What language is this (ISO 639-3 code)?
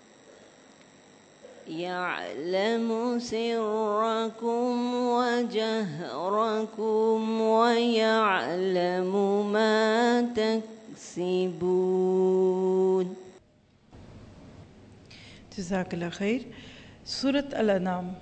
urd